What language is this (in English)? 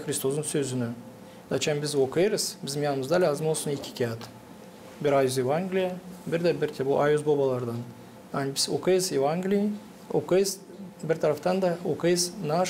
Gagauz